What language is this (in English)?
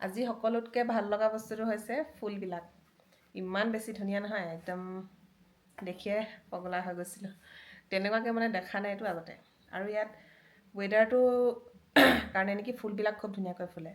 Assamese